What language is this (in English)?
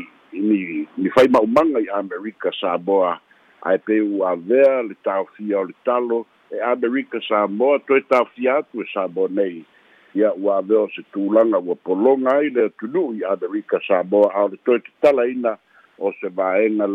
Samoan